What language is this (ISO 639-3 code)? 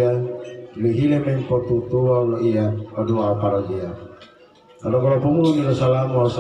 gor